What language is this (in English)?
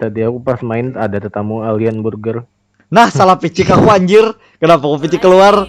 Banjar